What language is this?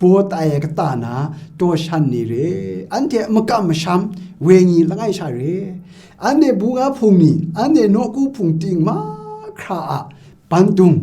Kachin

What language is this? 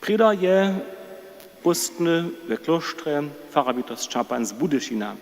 Upper Sorbian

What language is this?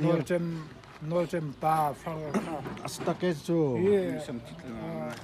Hakha Chin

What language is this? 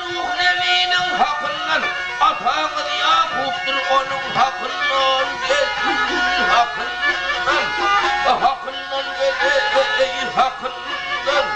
Turkmen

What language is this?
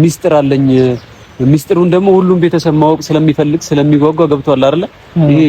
Amharic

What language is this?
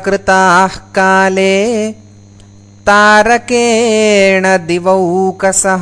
Sanskrit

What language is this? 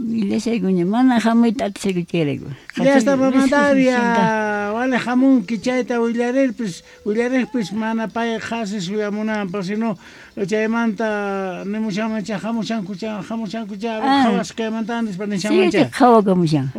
South Bolivian Quechua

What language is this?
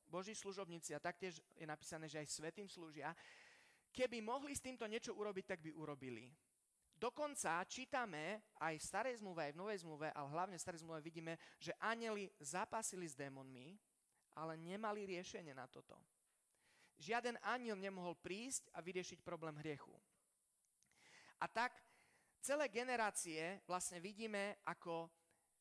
Slovak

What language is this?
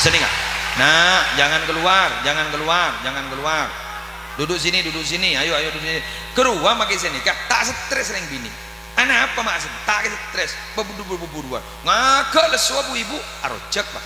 Madurese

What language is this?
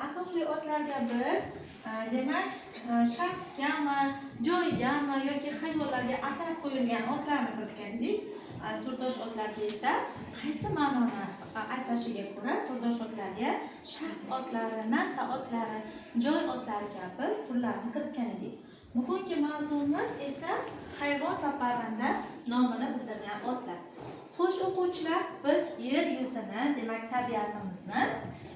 Uzbek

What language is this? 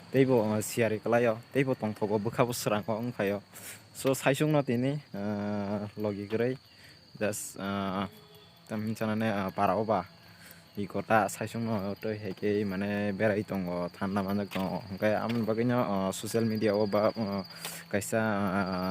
Kok Borok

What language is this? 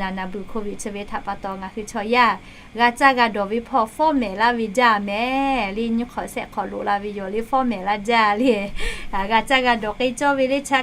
Lahu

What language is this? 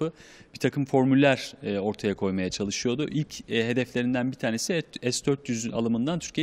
Turkish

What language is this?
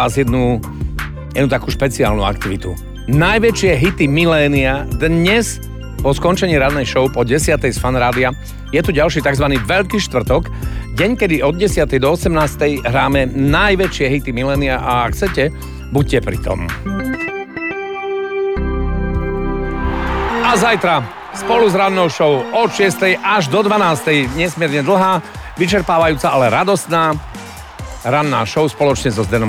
Slovak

